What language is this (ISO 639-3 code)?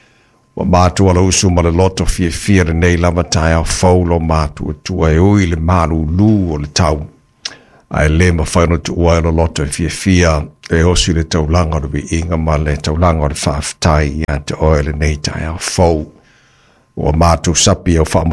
smo